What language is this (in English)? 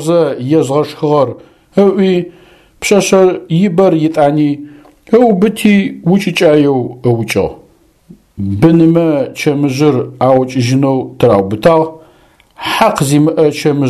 Adyghe